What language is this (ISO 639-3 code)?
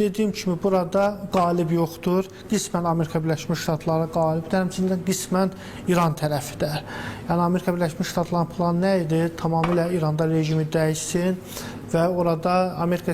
aze